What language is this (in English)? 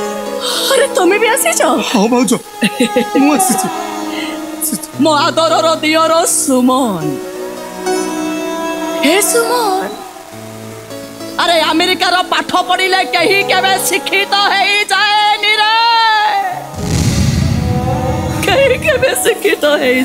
Odia